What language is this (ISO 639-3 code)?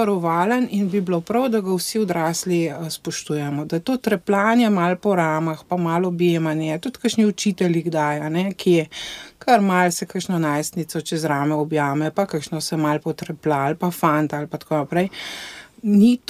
slv